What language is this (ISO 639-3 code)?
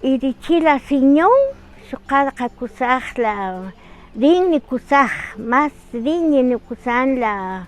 cak